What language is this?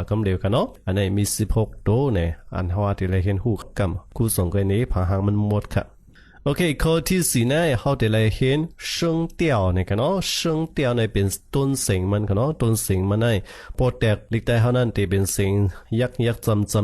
Shan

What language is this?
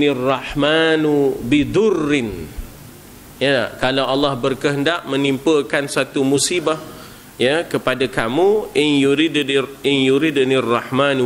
Malay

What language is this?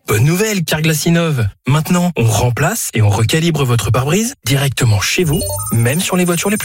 French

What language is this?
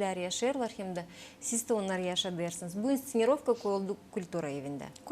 Gagauz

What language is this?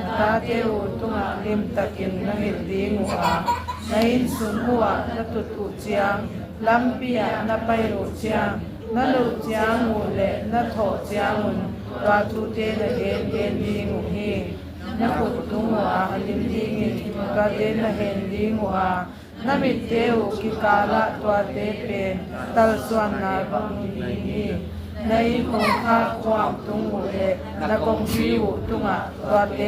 Tedim Chin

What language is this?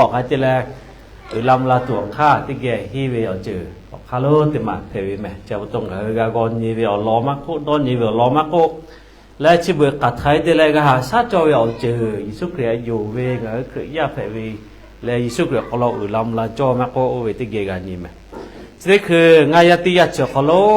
Lahu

